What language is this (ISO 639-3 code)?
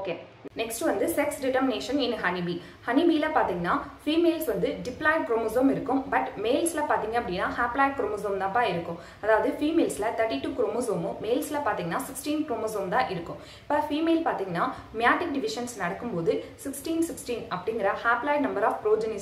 tam